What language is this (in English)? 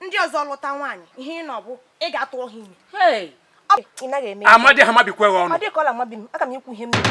Igbo